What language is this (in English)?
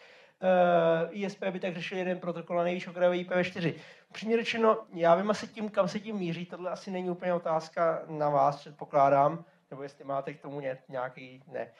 Czech